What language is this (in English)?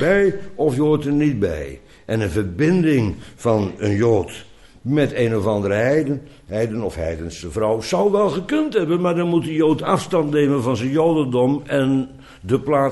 Dutch